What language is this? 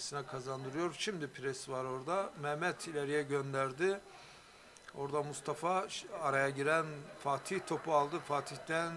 Turkish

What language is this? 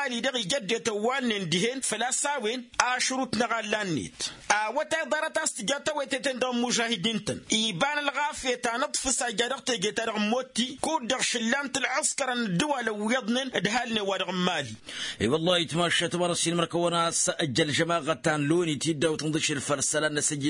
Tamasheq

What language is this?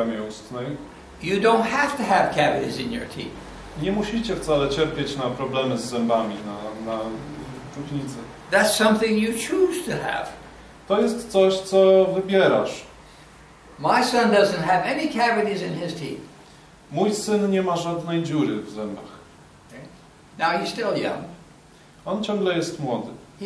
Polish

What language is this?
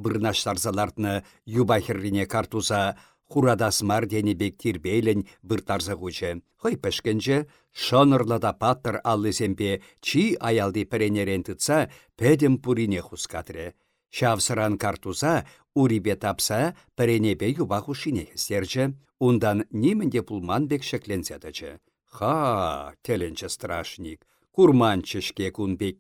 Chuvash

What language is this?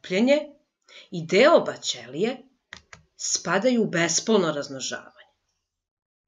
Serbian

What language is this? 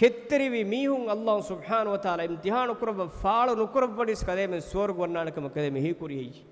Divehi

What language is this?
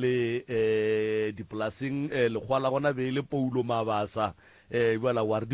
Northern Sotho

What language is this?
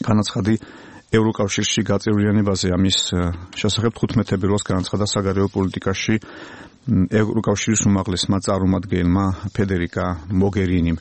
Georgian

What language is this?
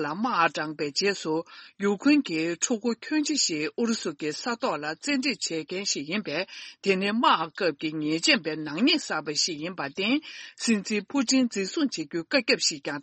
Tibetan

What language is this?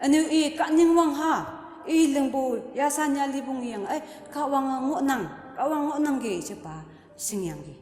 Konyak Naga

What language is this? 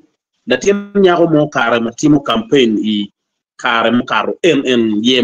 Acoli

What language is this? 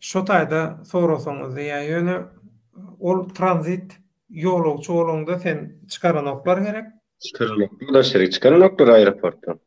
Turkmen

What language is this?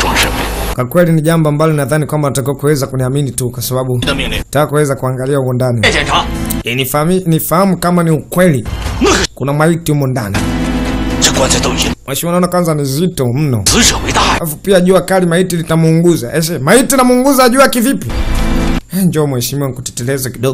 Swahili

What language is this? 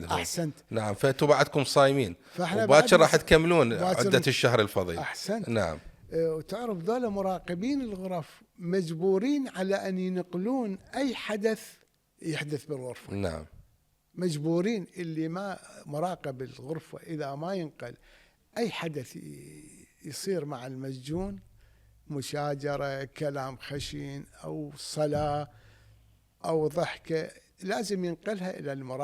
Mesopotamian Arabic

